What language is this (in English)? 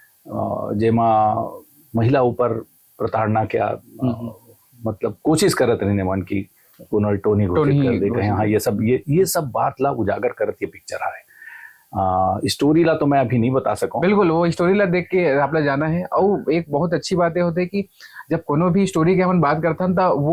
Chhattisgarhi